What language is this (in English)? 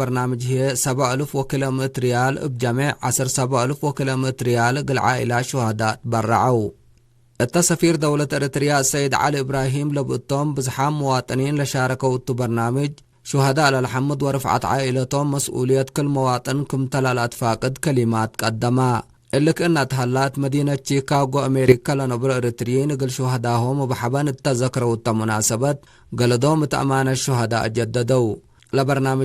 Tigre